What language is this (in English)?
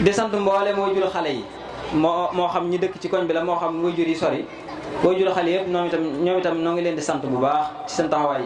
Wolof